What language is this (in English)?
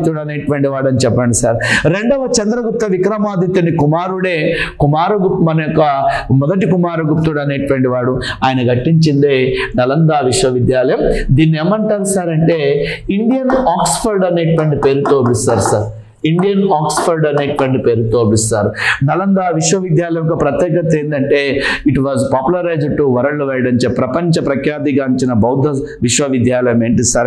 Telugu